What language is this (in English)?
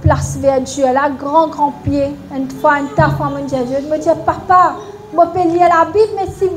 Morisyen